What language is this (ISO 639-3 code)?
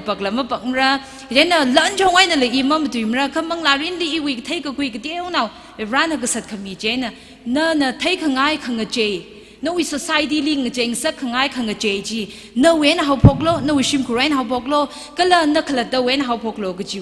nmf